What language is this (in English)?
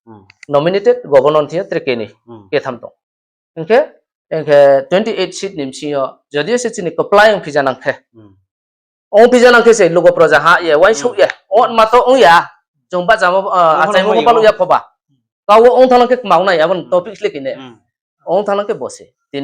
Riang (India)